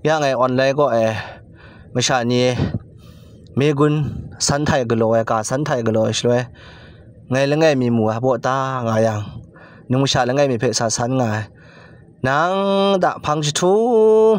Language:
Kachin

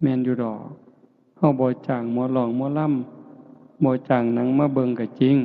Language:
Northeastern Thai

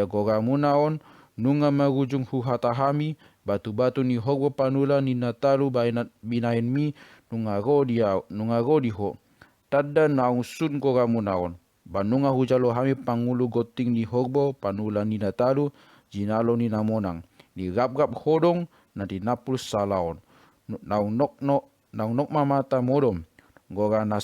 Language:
Batak Toba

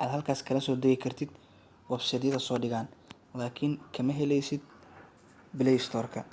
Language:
Somali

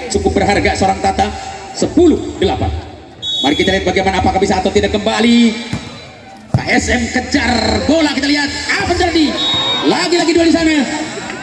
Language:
Indonesian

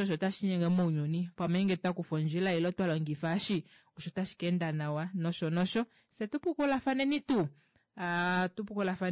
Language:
Kuanyama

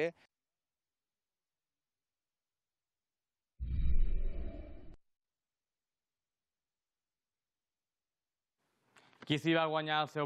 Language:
Catalan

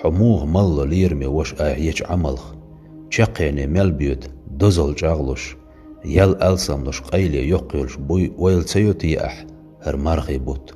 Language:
Chechen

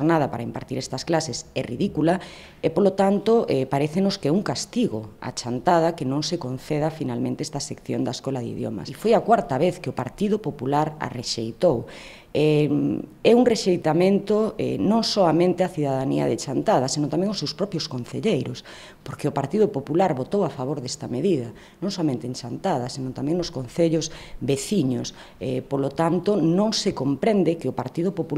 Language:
Galician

